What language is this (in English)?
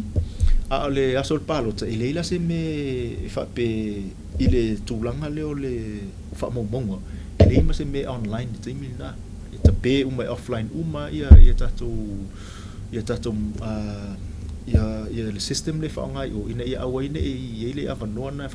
Samoan